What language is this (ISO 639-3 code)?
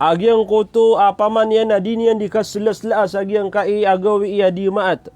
mrw